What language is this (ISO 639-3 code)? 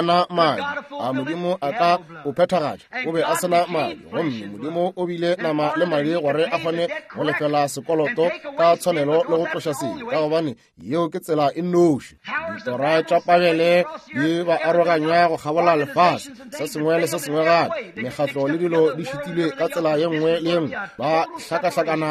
nso